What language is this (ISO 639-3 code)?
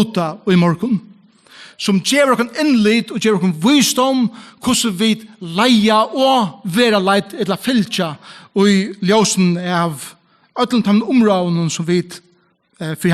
fao